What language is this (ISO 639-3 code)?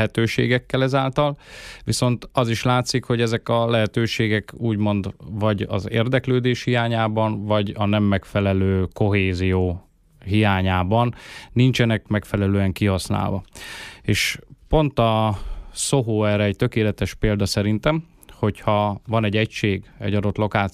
hun